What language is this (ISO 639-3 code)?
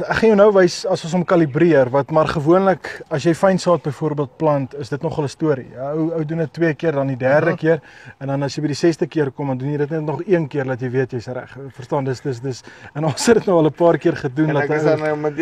afr